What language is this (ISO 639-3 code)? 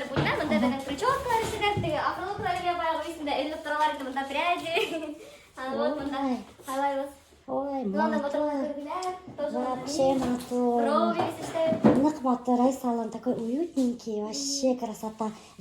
bak